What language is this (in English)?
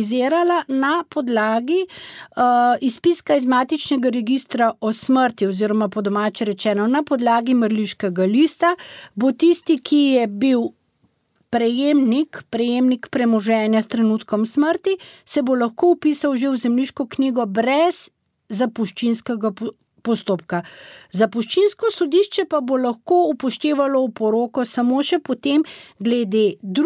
Slovenian